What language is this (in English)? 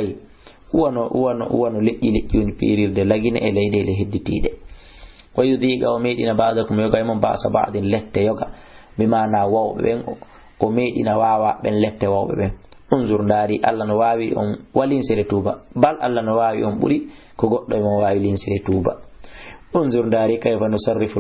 Fula